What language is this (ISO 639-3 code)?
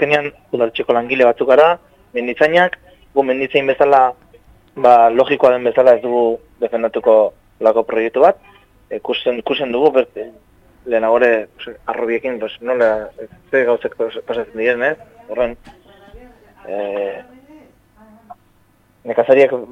eus